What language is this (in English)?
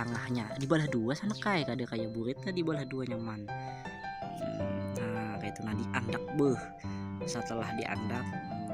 Banjar